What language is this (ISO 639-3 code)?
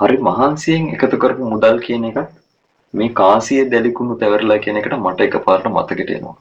sin